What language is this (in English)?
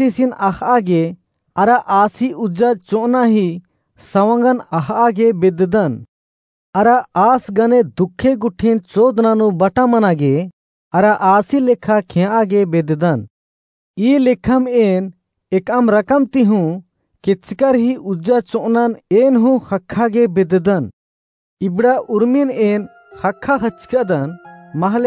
Kurukh